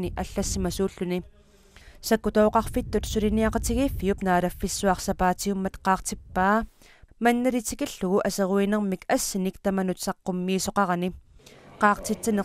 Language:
Kalaallisut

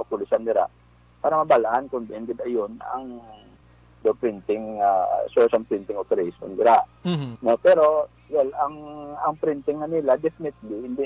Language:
Hiligaynon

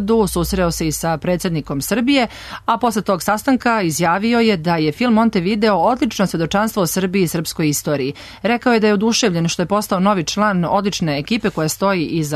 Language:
Serbian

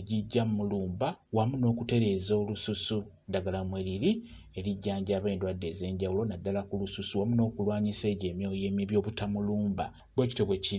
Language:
Ganda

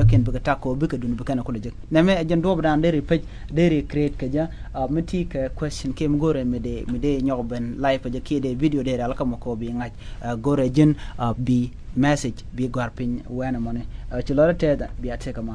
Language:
Nuer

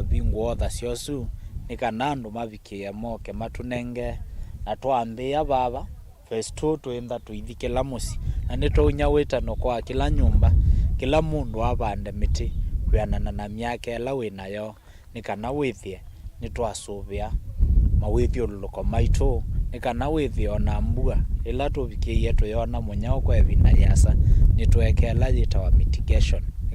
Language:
Kamba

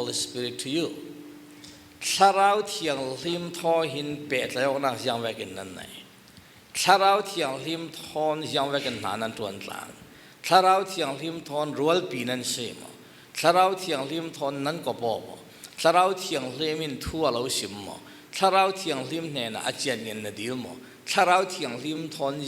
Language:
Falam Chin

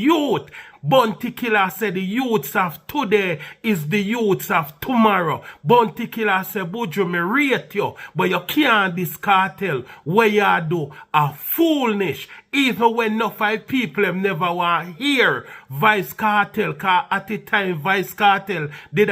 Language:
Jamaican Creole English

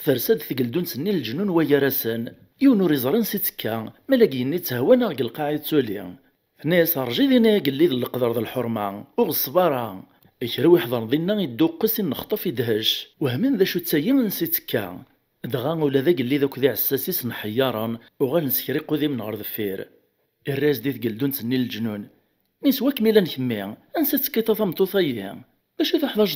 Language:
Kabyle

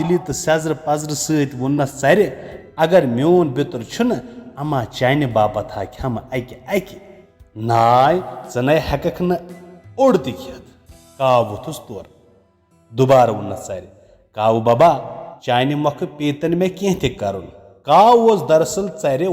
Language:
Kashmiri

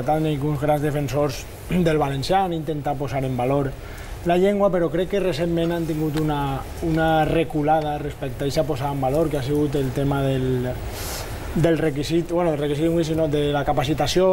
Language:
Catalan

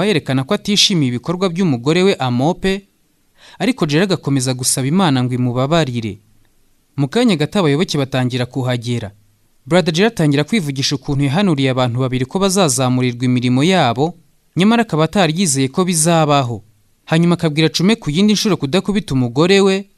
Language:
Kinyarwanda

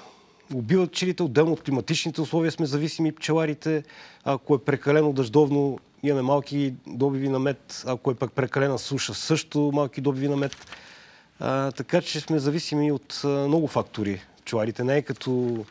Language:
Bulgarian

